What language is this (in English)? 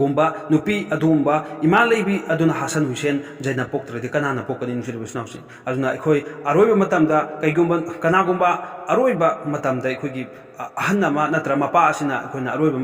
Manipuri